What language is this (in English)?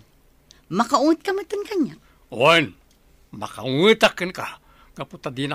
Iloko